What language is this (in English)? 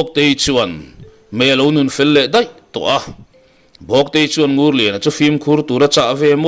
Mizo